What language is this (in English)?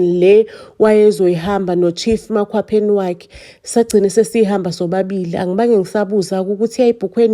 Zulu